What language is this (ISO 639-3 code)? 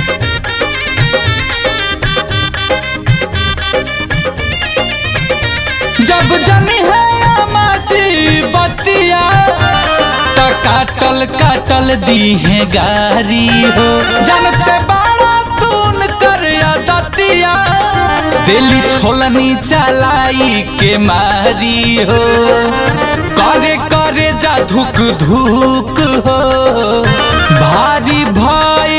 bho